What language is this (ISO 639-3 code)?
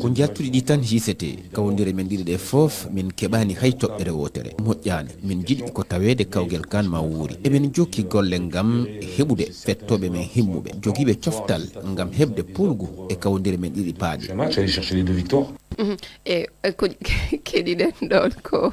ful